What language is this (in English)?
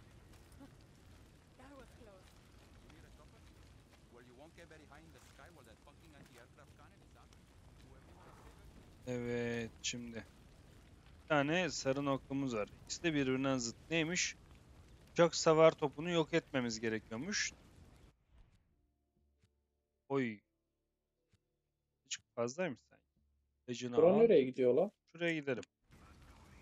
Turkish